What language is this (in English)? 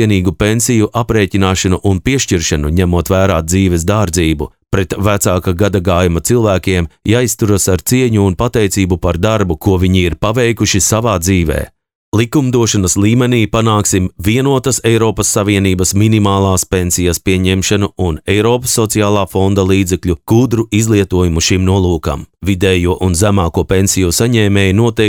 Latvian